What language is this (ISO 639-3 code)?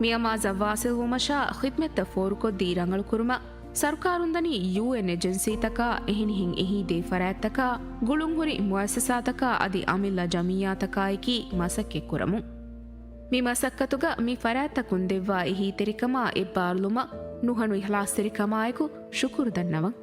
div